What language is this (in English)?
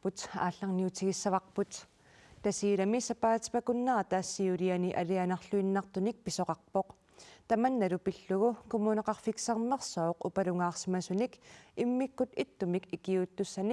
Kalaallisut